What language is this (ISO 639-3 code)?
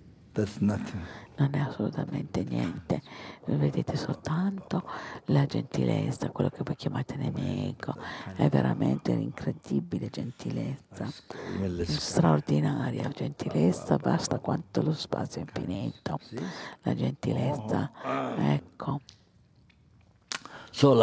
ita